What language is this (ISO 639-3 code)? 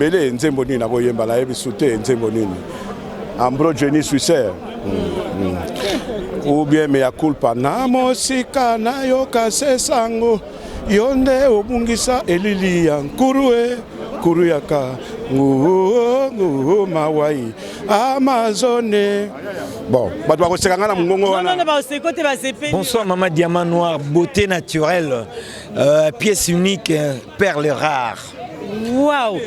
lin